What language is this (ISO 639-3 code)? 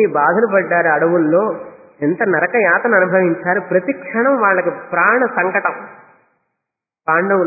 tel